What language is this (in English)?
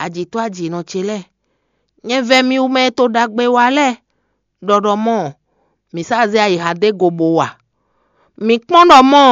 Fon